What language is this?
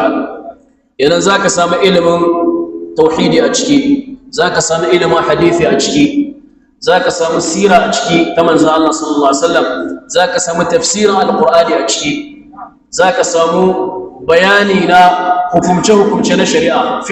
Hausa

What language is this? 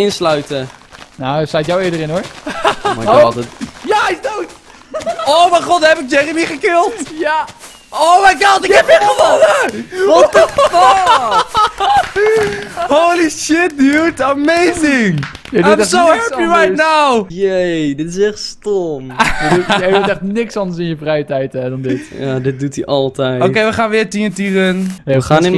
Dutch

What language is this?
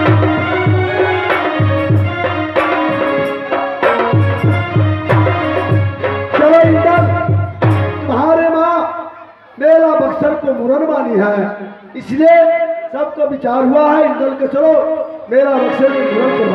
Bhojpuri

